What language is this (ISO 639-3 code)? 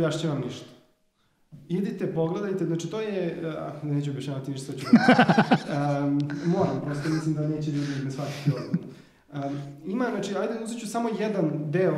srp